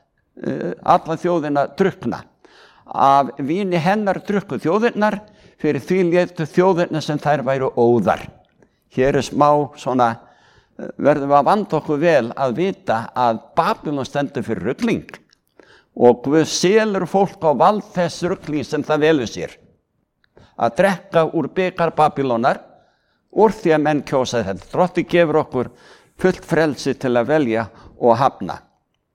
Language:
Icelandic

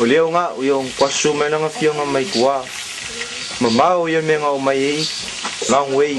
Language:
Samoan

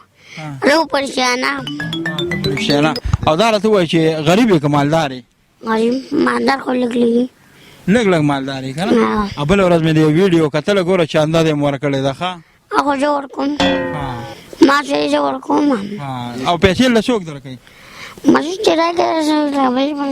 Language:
Pashto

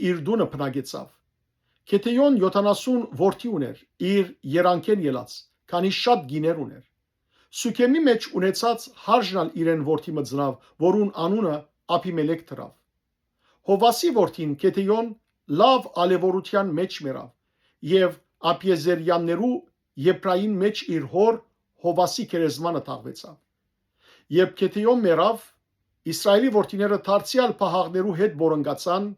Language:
Western Armenian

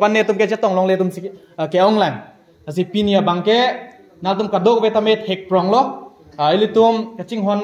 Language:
Karbi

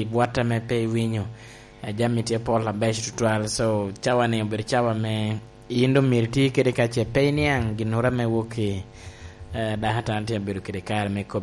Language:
Lango (Uganda)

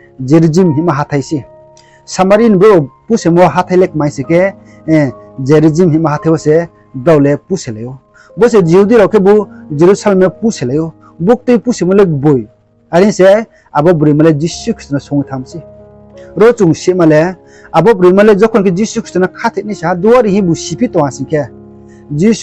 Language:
Riang (India)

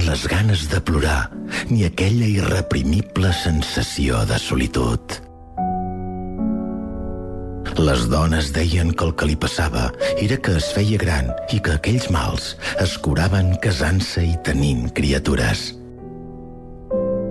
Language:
Catalan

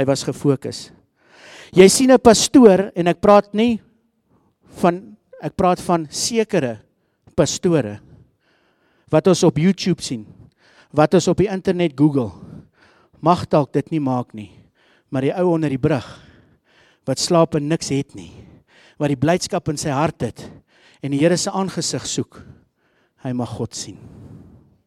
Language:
Afrikaans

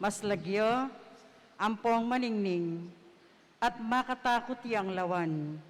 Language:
Pampanga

